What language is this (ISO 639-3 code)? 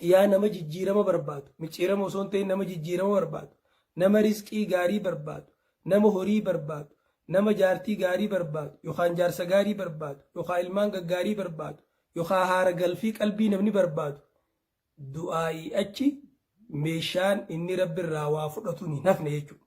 orm